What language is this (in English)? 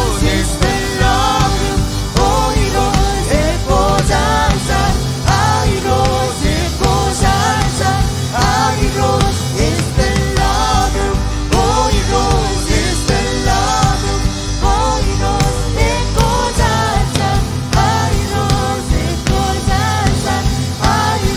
Marshallese